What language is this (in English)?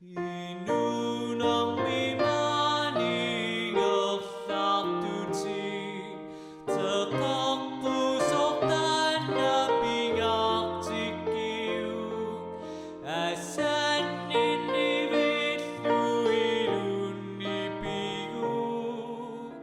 Kalaallisut